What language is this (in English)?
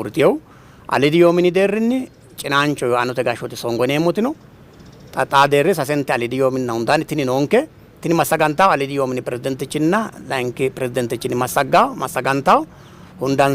Sidamo